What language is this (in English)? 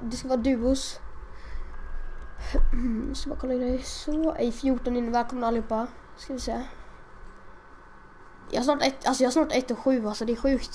Swedish